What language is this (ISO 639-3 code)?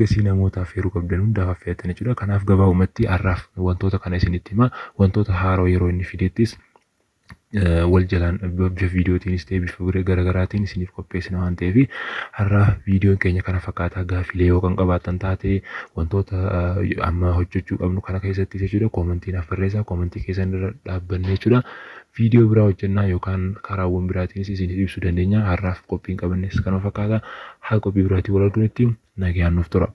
orm